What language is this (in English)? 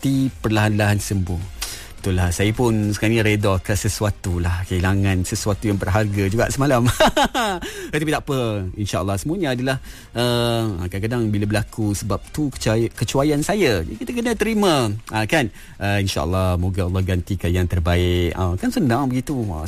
Malay